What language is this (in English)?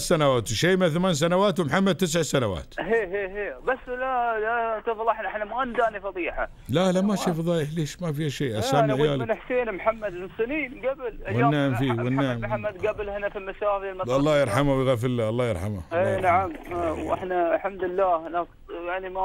Gulf Arabic